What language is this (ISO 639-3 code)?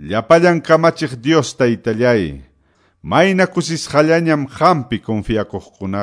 que